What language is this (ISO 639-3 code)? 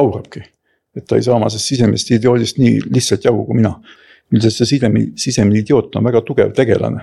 est